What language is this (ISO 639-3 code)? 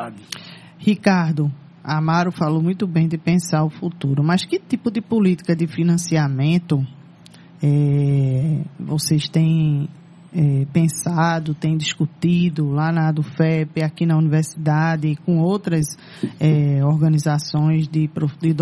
por